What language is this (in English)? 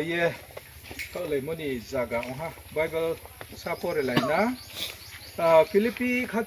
Riang (India)